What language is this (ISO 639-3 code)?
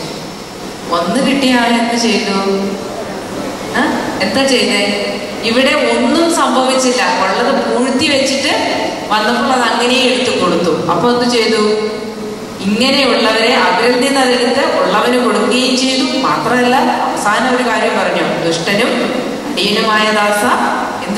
mal